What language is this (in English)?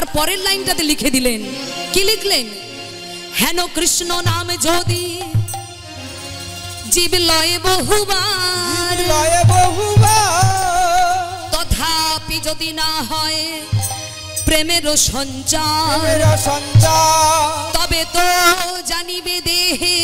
Bangla